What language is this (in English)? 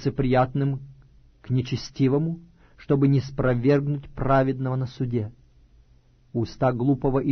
Russian